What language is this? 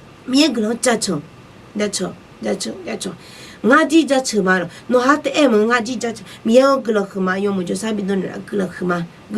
Akha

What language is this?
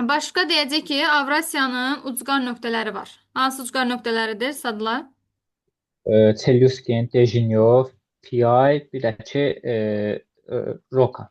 Azerbaijani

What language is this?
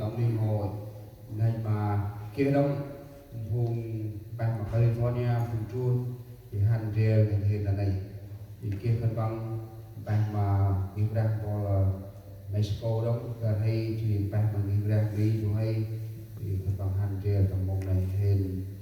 Central Mnong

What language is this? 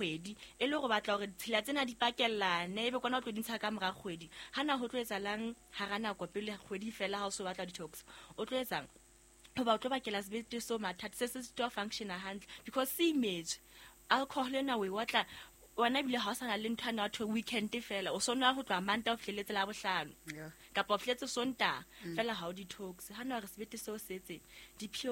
Southern Sotho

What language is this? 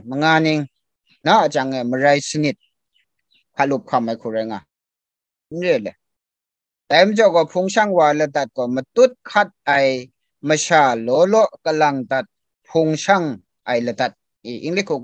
Kachin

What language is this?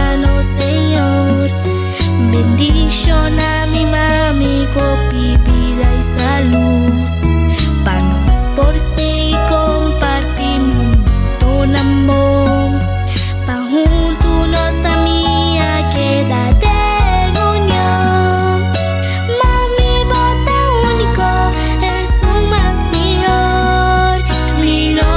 Papiamento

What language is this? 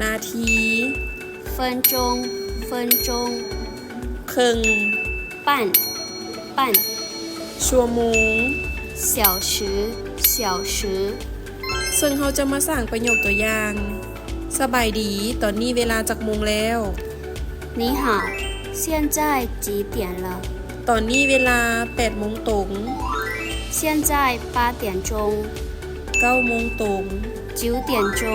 Lao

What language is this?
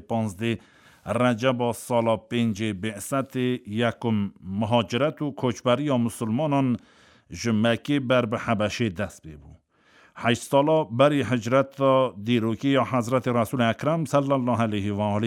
Kurdish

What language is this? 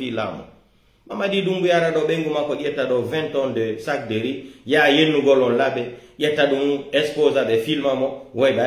Pular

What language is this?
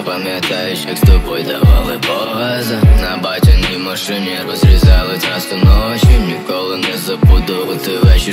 Ukrainian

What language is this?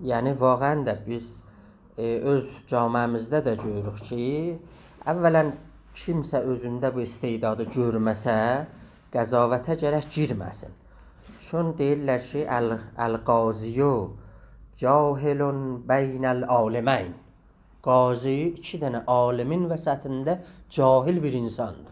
South Azerbaijani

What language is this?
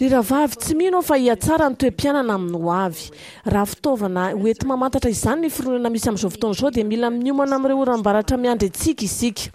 Malagasy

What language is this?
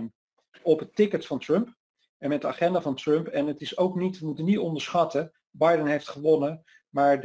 Dutch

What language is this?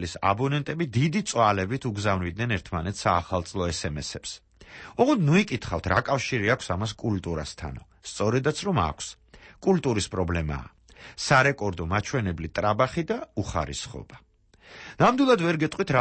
Georgian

